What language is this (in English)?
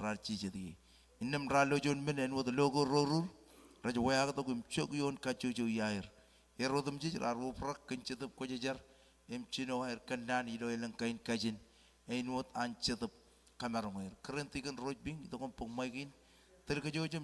Marshallese